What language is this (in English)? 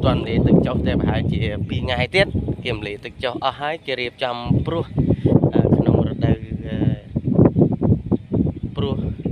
Khmer